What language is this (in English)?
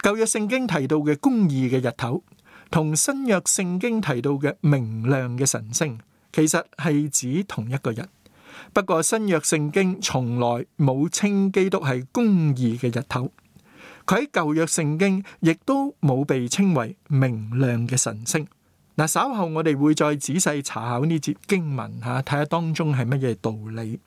Cantonese